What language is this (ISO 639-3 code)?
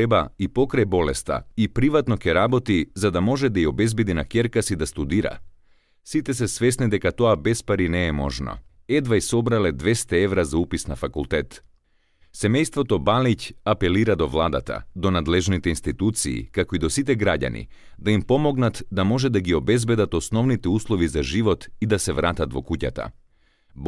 mkd